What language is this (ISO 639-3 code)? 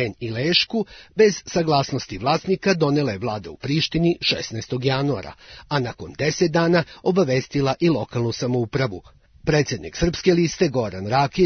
srp